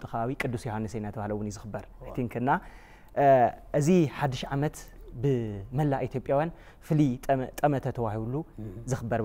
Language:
Tigrinya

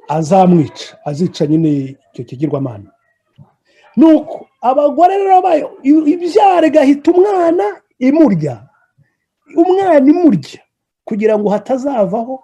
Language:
Kinyarwanda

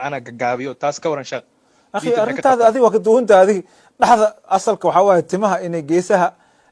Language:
Somali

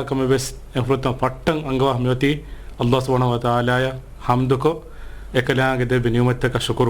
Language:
Divehi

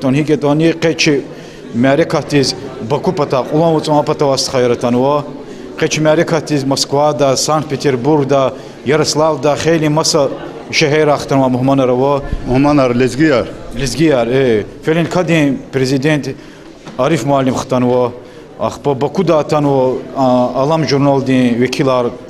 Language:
Lezghian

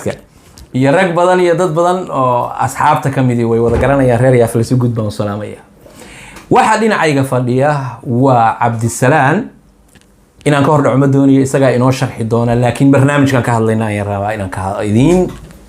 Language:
Somali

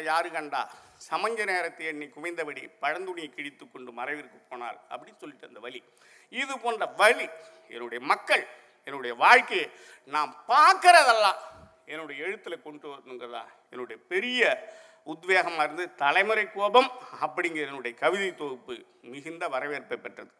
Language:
Tamil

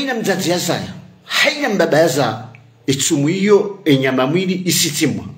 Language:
Ngazidja Comorian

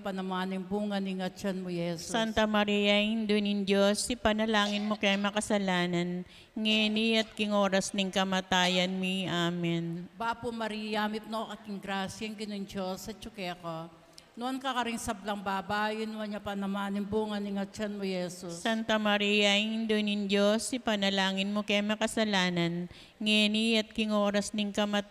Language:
Pampanga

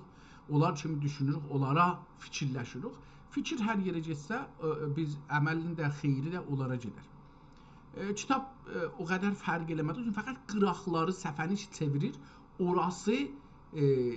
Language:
South Azerbaijani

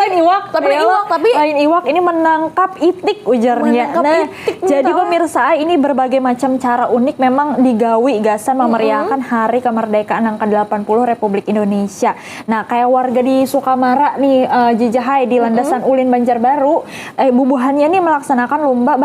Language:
Banjar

